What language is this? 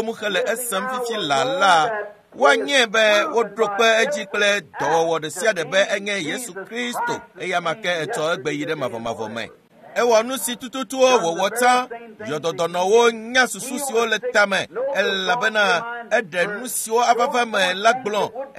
Ewe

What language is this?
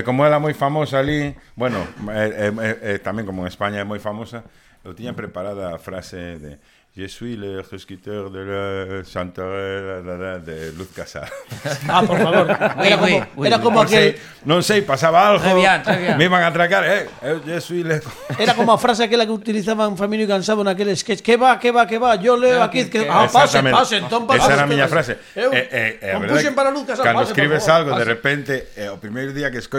Galician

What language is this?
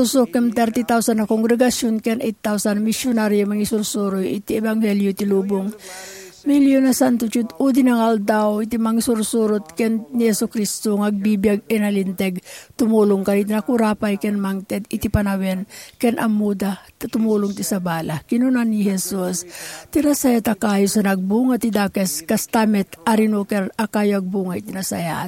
Iloko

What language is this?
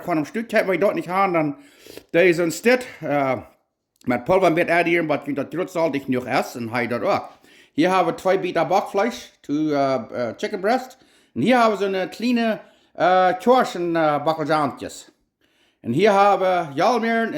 Plautdietsch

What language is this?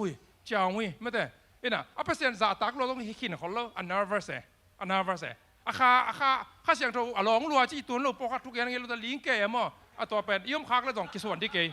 Tedim Chin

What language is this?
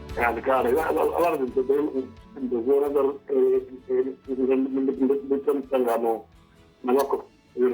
Venda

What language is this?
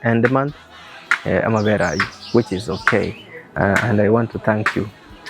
Gusii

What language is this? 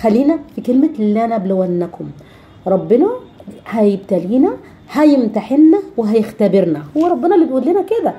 Egyptian Arabic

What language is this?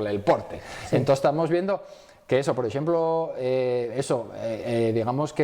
Asturian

